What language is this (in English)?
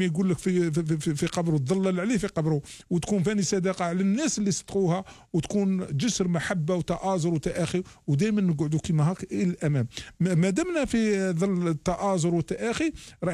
Algerian Arabic